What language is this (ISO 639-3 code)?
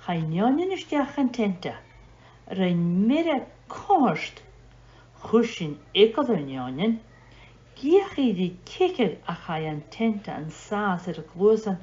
gla